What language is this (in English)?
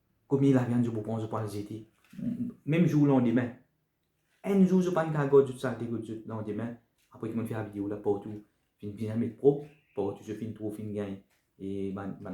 Morisyen